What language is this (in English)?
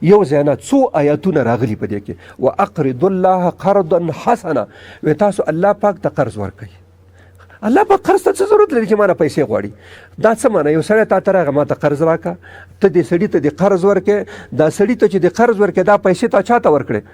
Pashto